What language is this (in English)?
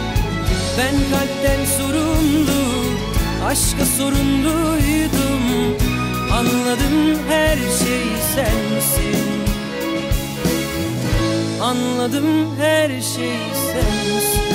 Turkish